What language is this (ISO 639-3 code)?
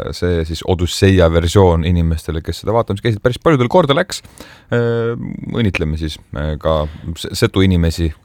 est